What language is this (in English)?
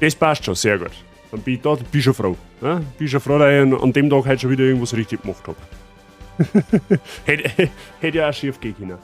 Bavarian